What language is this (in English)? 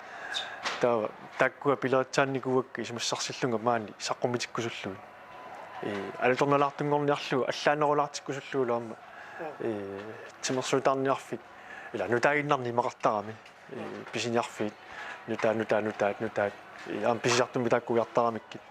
Kalaallisut